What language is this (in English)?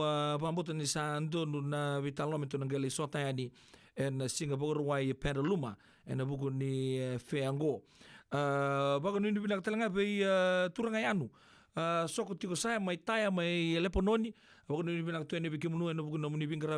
Fijian